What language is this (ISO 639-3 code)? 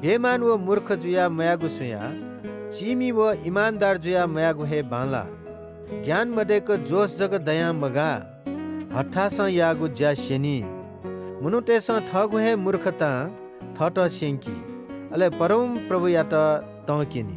new